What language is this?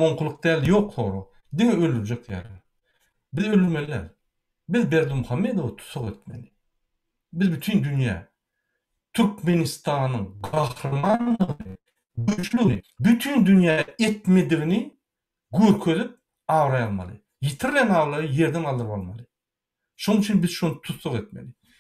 Turkmen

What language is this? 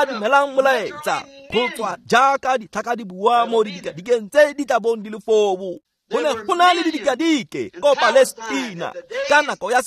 Tswana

